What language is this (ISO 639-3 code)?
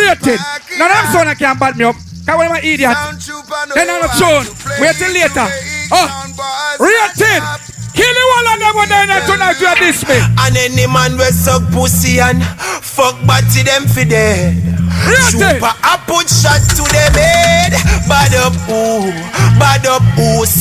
jam